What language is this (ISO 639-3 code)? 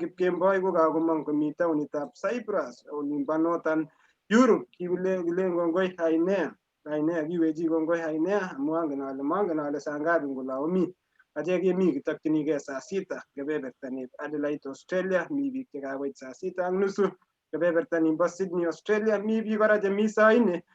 kln